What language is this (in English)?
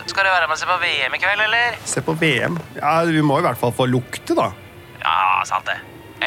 Norwegian